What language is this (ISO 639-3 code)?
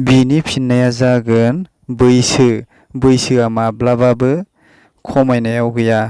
brx